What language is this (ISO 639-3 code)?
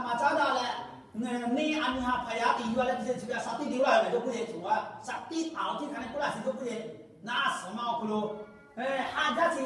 lhu